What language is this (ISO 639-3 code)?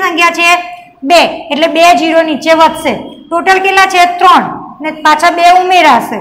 guj